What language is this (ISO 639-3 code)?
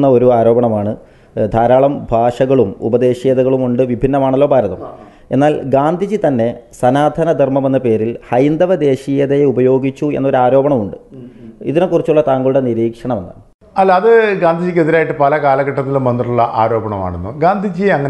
mal